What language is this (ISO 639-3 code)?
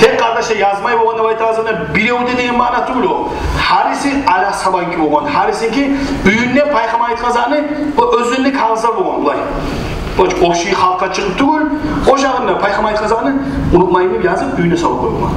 kum